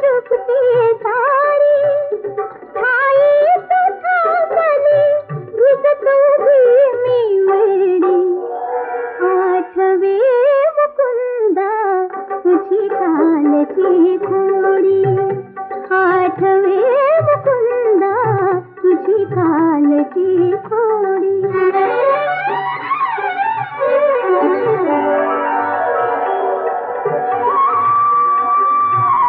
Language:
Marathi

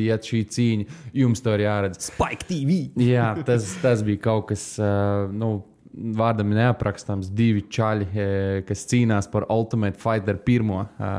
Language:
Latvian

